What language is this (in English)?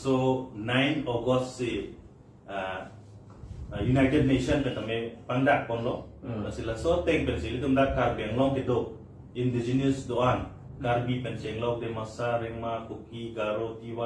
Karbi